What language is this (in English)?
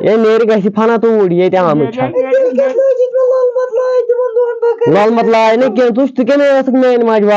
Kashmiri